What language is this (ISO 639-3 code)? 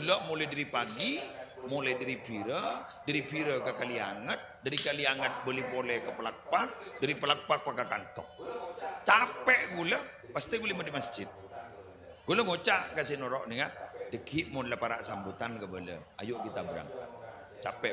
mad